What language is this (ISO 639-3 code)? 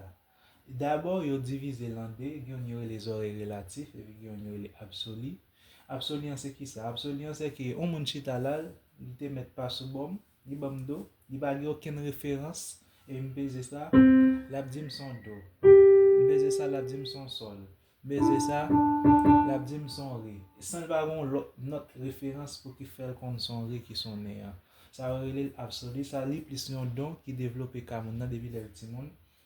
hat